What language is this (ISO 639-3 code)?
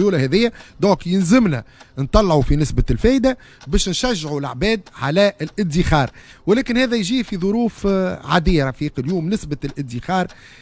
aeb